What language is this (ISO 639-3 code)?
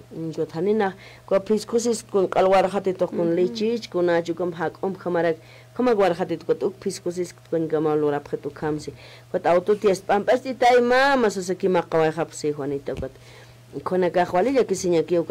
aym